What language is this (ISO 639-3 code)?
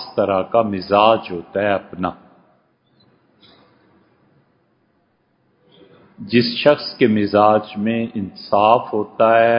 urd